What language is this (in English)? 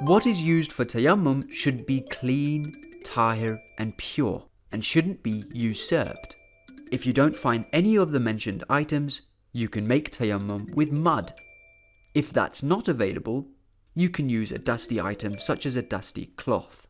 Divehi